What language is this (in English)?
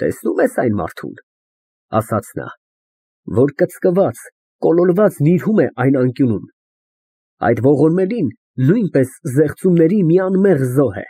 Armenian